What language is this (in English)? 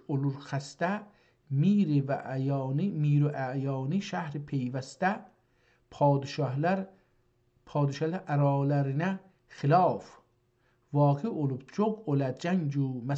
South Azerbaijani